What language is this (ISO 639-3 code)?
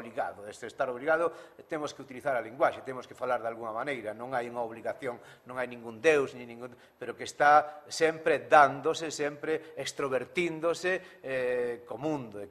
glg